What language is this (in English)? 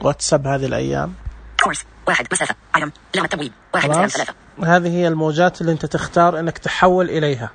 Najdi Arabic